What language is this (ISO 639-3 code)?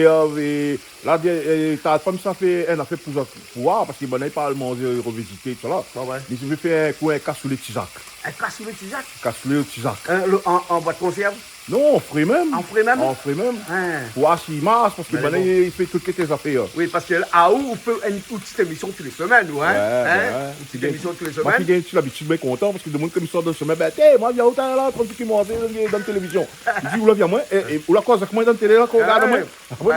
rcf